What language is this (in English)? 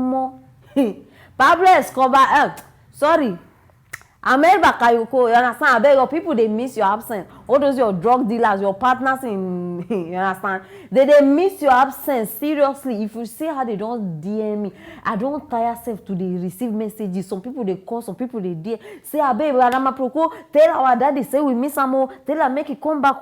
Nigerian Pidgin